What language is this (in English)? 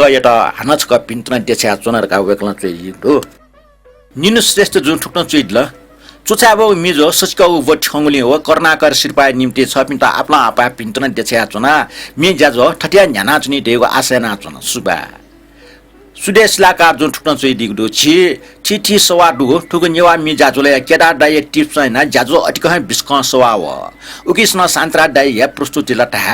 Newari